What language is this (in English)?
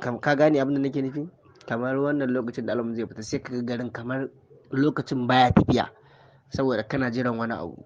Hausa